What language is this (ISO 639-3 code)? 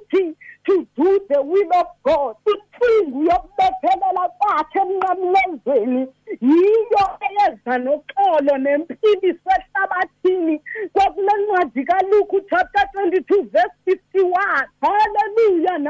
xho